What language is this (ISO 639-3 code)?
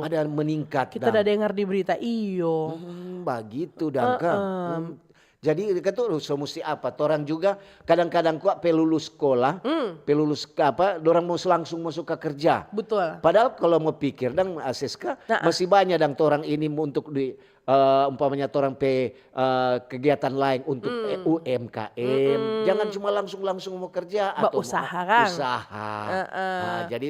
xmm